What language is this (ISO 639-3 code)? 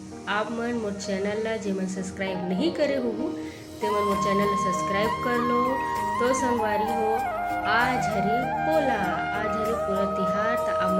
hne